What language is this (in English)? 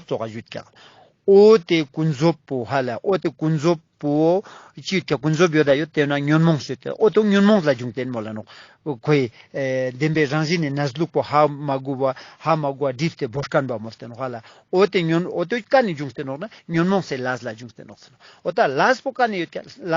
Ladakhi